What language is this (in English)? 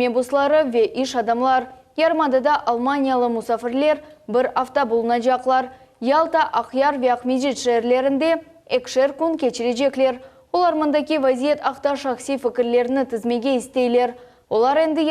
Crimean Tatar